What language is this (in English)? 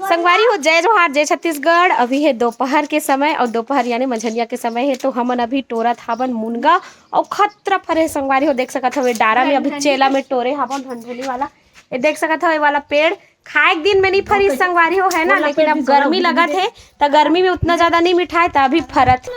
Chhattisgarhi